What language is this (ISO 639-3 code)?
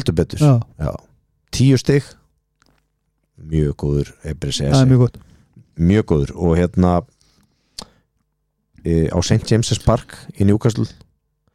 isl